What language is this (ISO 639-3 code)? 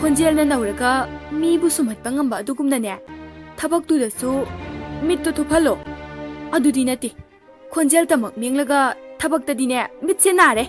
mni